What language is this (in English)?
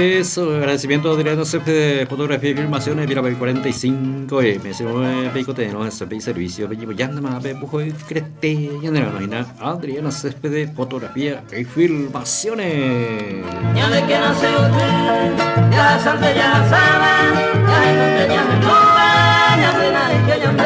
Guarani